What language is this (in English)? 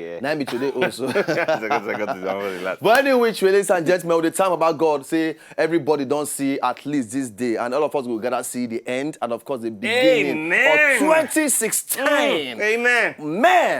Nigerian Pidgin